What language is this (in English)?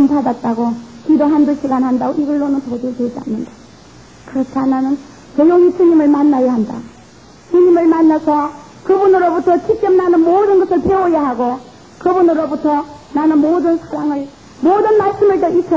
Korean